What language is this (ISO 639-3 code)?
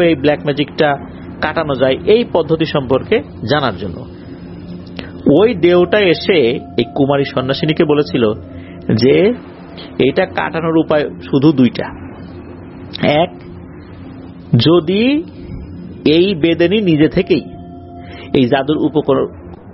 ben